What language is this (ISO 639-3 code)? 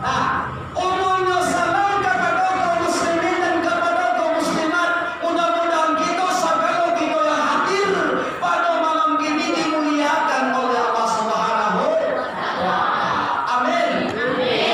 min